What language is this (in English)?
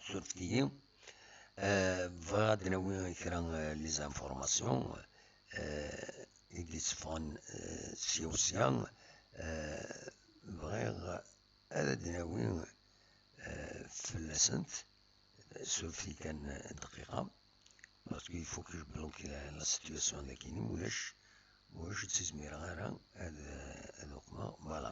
Kabyle